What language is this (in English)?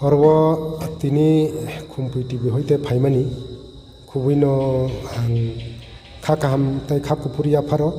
Kok Borok